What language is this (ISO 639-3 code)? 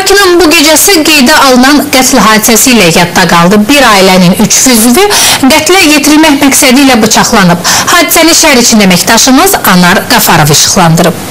aze